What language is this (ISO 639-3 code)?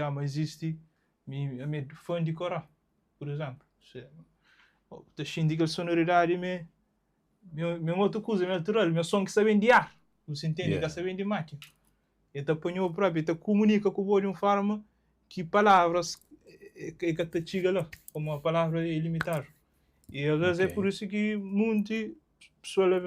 kea